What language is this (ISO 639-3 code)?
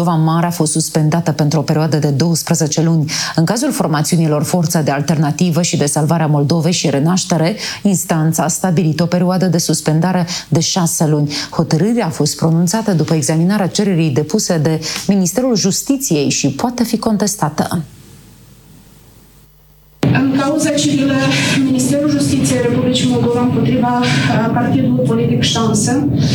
ron